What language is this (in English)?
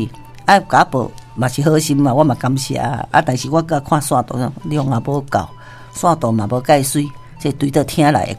Min Nan Chinese